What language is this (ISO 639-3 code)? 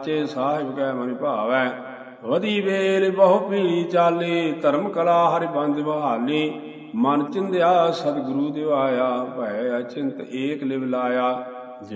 pan